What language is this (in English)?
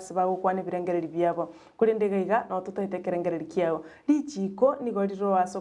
Gusii